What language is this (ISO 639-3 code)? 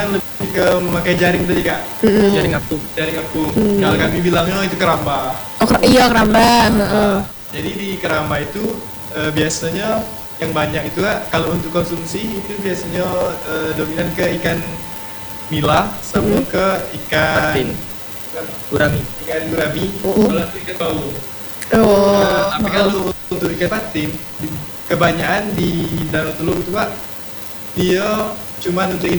ind